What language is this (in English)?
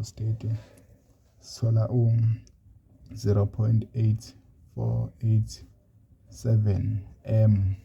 Zulu